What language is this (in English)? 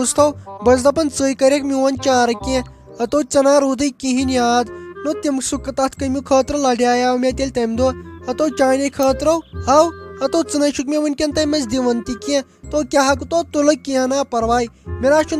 Kashmiri